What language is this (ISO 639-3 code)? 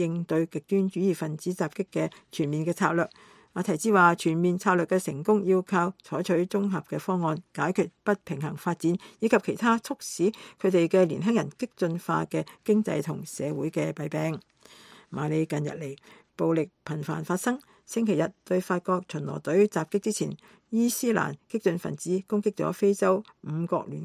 yue